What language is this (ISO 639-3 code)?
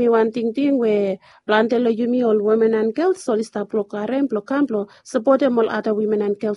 bis